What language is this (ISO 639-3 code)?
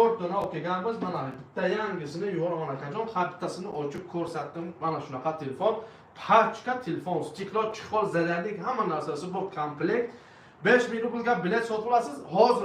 tgk